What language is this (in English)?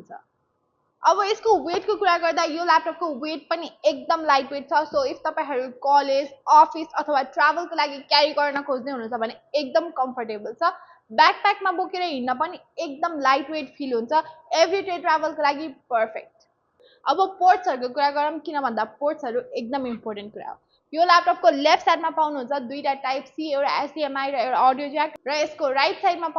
Nepali